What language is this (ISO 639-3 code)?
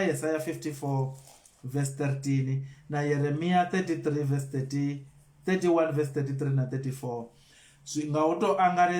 ven